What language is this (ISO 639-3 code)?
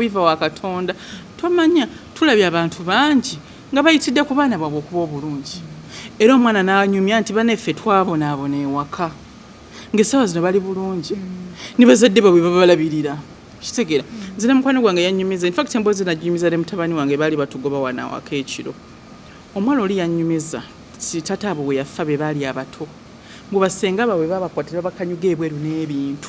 lug